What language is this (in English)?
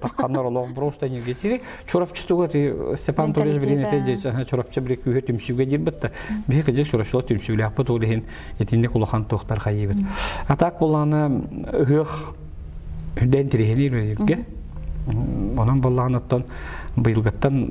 Yakut